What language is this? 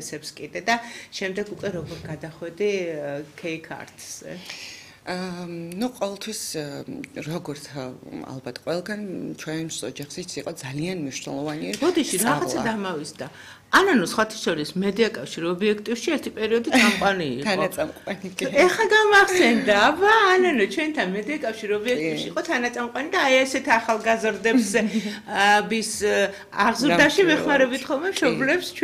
Georgian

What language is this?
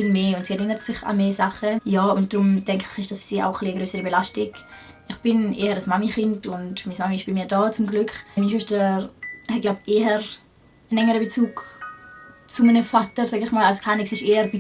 Swiss German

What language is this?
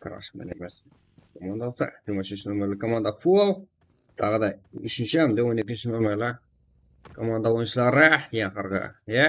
Kara-Kalpak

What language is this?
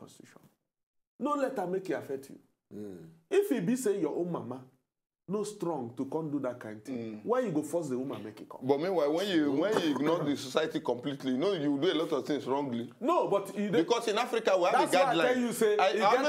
Nigerian Pidgin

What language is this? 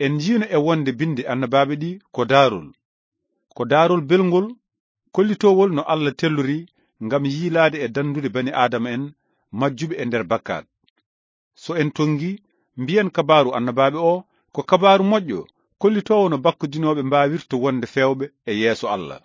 Fula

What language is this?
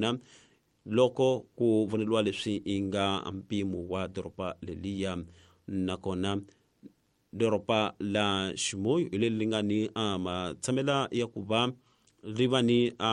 Tsonga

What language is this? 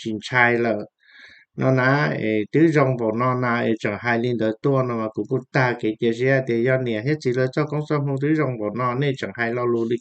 Hmong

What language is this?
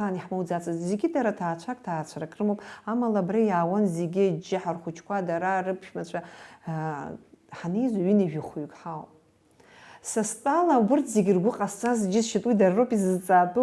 Abkhazian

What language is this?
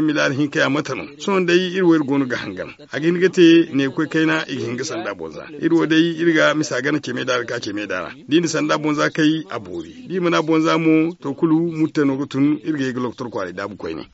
Zarma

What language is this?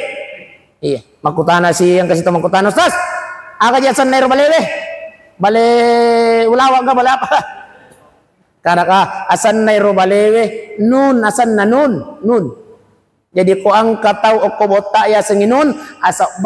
Buginese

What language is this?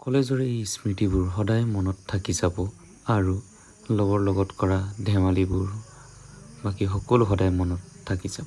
Assamese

